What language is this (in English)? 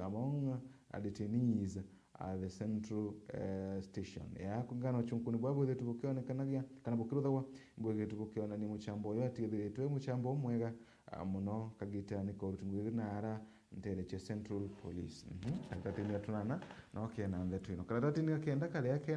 Meru